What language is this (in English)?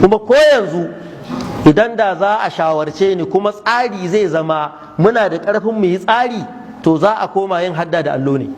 Hausa